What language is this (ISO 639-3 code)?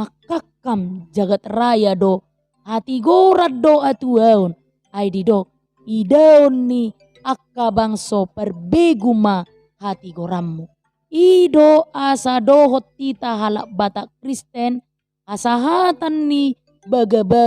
bbc